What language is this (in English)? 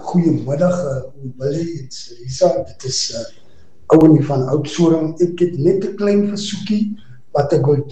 Afrikaans